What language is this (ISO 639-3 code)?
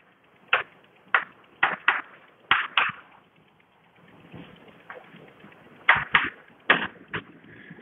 guj